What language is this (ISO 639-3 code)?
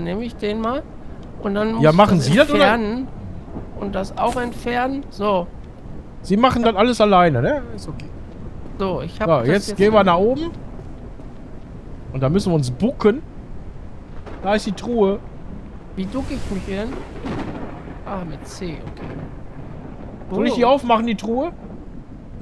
deu